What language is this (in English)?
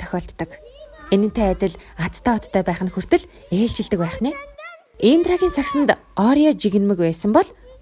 Mongolian